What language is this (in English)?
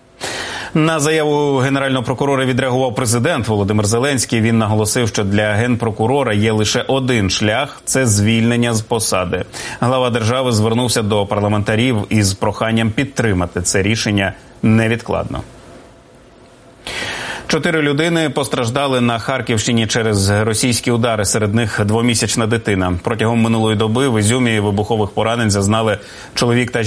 Ukrainian